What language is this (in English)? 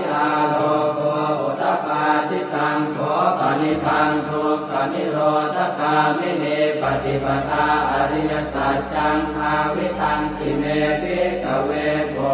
Pali